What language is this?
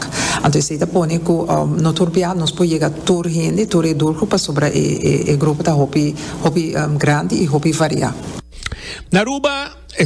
Papiamento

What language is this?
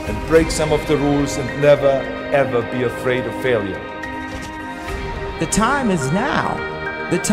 English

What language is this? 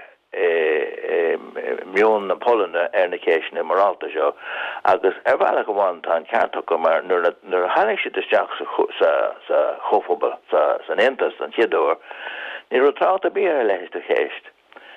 Irish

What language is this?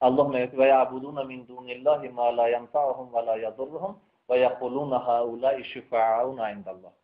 Tajik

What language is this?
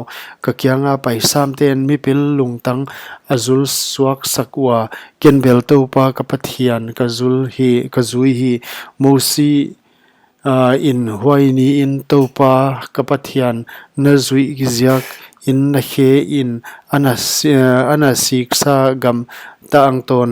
Paite Chin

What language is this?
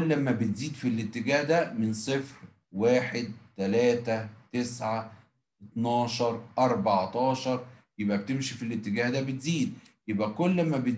Egyptian Arabic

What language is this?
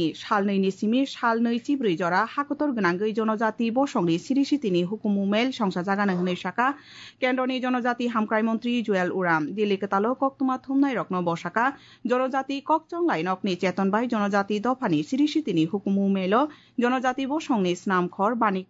Kok Borok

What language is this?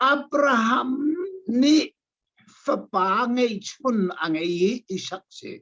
Hakha Chin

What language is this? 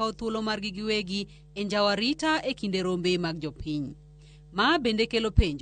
Luo (Kenya and Tanzania)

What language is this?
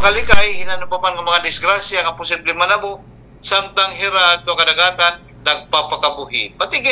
Waray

